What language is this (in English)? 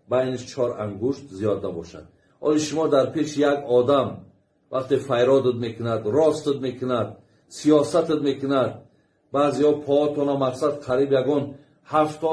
Tajik